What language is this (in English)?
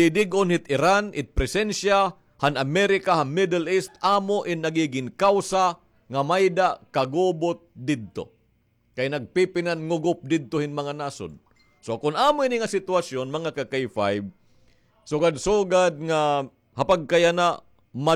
Waray